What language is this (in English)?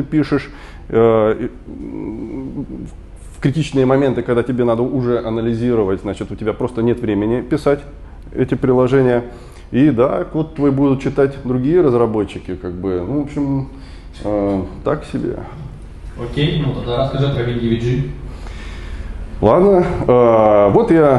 Russian